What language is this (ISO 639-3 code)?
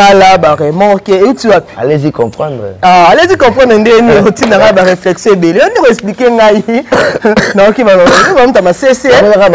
lin